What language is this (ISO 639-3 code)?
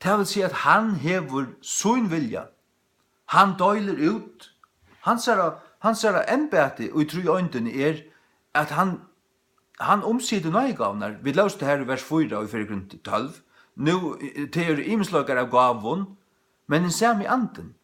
fao